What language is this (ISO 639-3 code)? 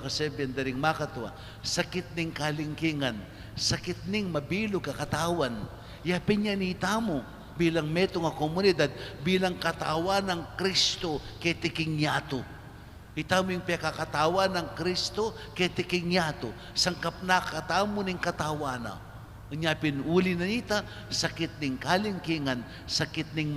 pam